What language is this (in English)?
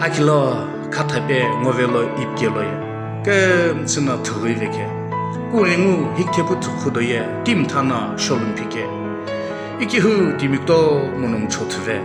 Sumi Naga